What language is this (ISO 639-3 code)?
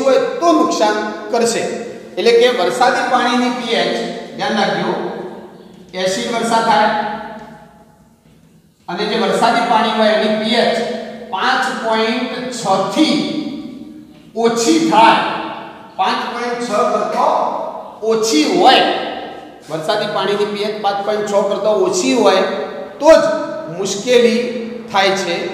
guj